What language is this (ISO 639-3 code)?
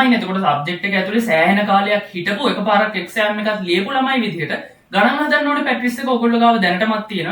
sin